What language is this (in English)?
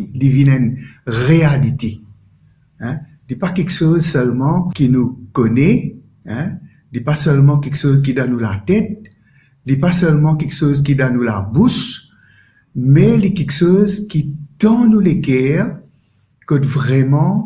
Morisyen